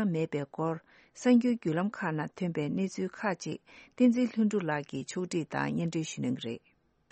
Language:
Tibetan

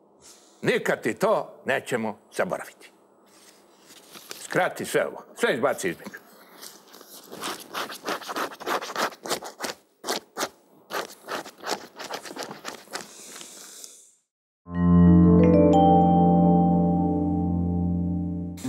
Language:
Serbian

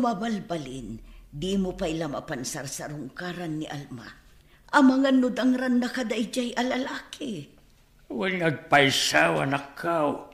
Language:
Iloko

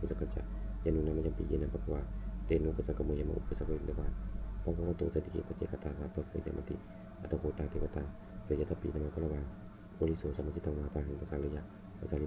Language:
Pali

